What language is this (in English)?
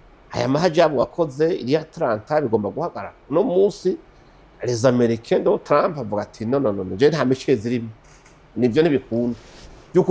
Rundi